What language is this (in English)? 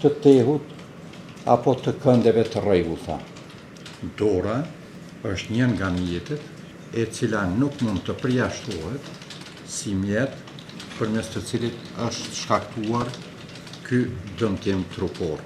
Albanian